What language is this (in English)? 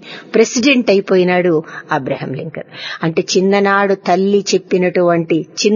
Telugu